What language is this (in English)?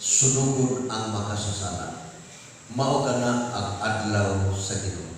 Cebuano